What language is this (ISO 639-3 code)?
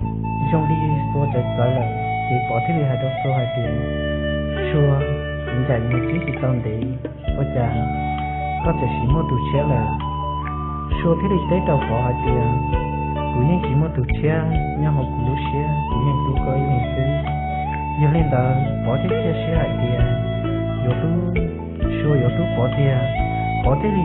hmn